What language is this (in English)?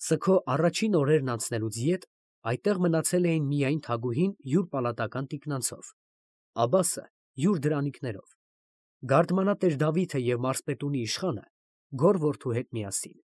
Armenian